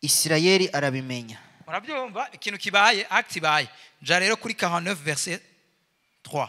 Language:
Rundi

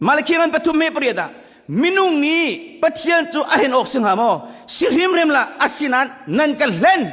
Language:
Hakha Chin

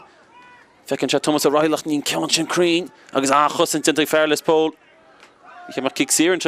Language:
Irish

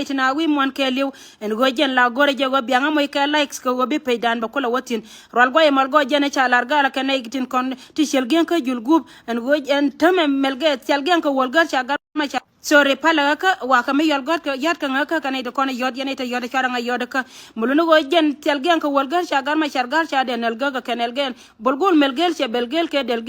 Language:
Nuer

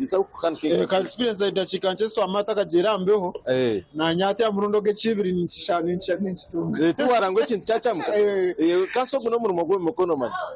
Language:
Nyankole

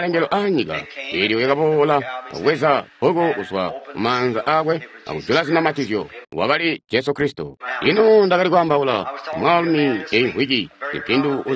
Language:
Tonga (Zambia)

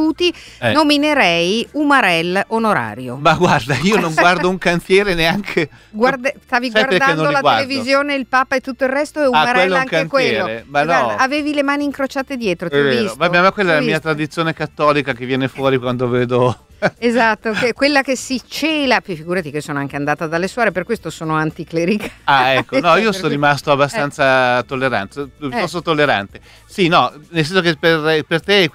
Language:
Italian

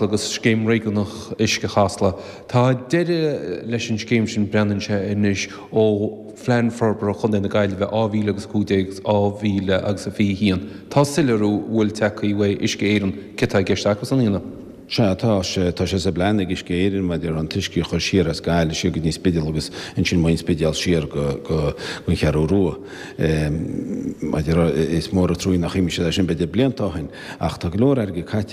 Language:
Irish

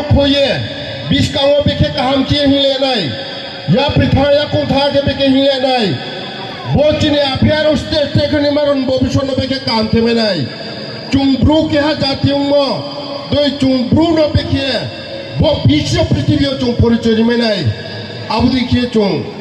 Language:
Riang (India)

